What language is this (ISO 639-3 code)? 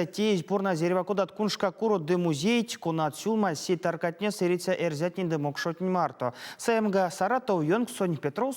myv